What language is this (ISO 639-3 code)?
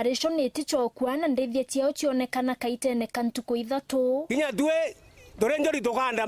mer